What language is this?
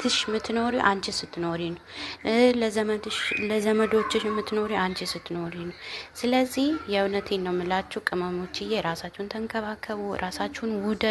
Amharic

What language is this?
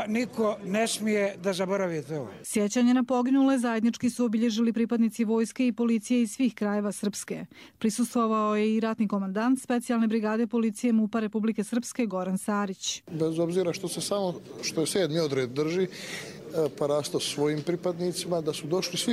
Bosnian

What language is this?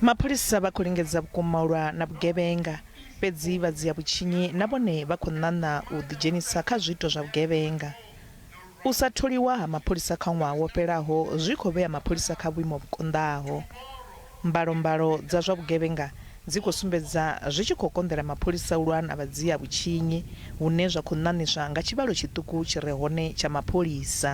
Venda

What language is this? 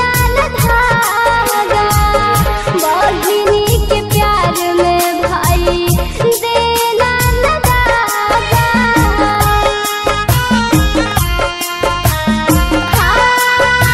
Bhojpuri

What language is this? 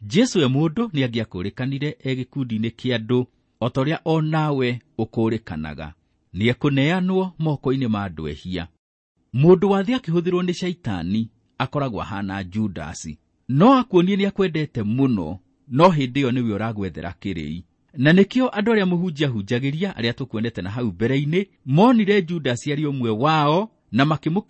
Kikuyu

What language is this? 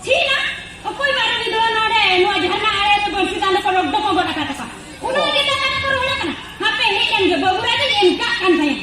Santali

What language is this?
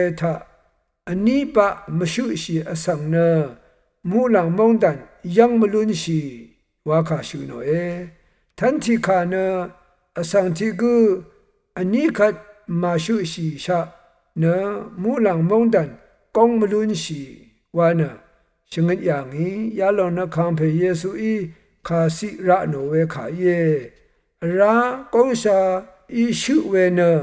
Rawang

